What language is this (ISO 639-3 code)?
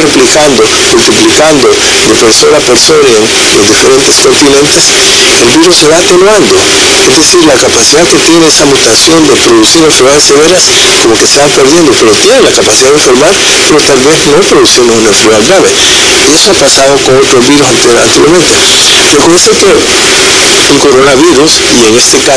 spa